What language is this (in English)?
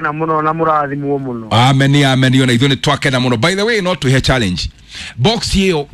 Kikuyu